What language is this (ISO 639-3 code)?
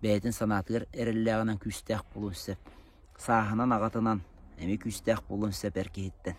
sah